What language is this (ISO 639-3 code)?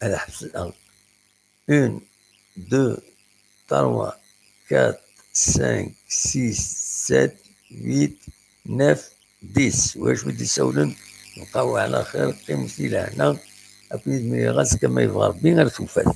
kab